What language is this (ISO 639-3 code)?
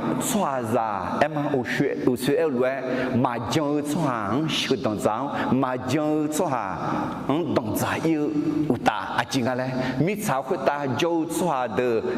ahk